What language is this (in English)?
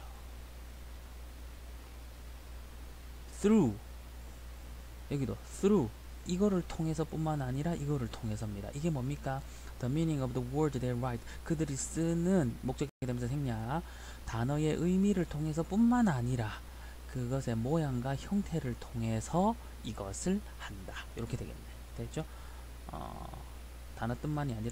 Korean